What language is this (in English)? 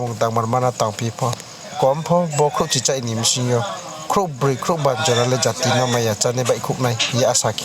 Riang (India)